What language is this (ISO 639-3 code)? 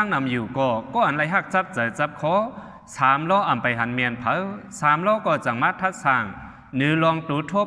shn